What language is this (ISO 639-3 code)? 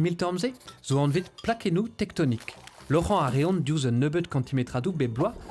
bre